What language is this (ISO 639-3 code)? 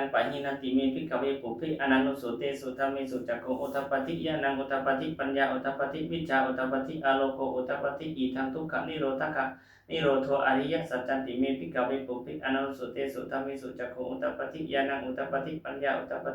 pli